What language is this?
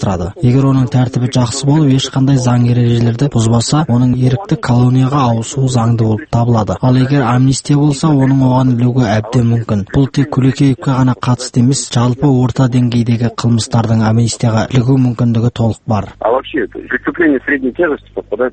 Kazakh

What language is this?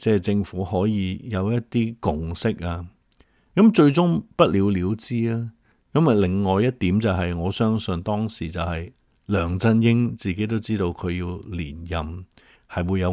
Cantonese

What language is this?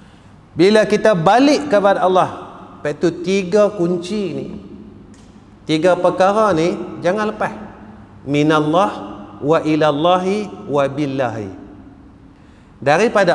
Malay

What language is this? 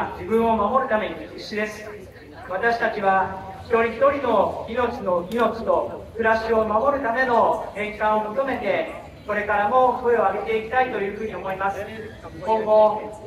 Japanese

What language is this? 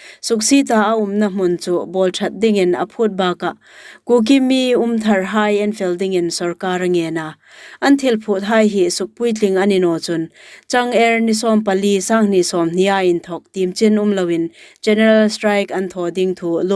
Hmar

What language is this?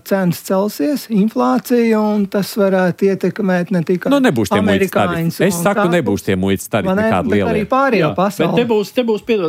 Latvian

